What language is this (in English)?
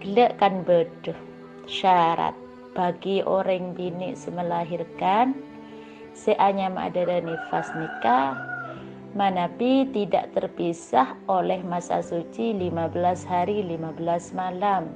Madurese